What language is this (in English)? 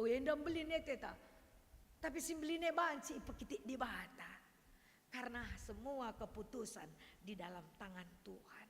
Batak Karo